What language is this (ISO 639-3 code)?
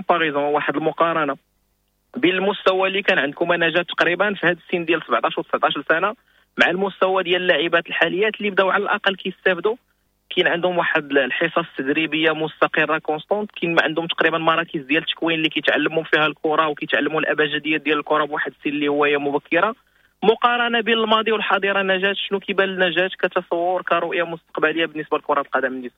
ary